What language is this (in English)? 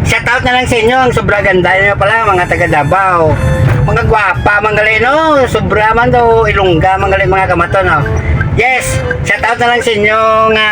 Hiligaynon